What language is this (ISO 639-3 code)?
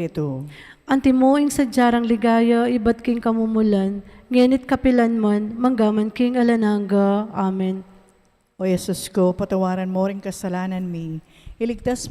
pam